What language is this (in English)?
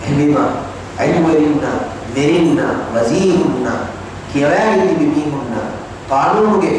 Divehi